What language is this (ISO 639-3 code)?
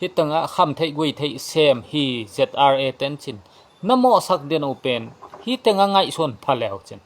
ctd